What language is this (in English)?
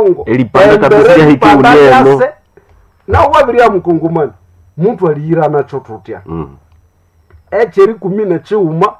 Nande